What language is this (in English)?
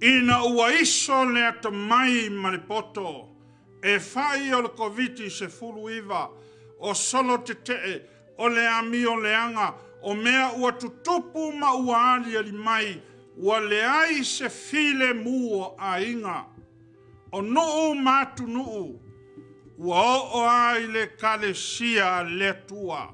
Samoan